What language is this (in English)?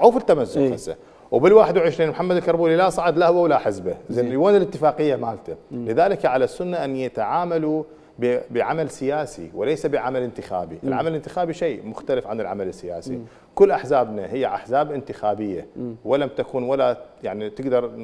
Mesopotamian Arabic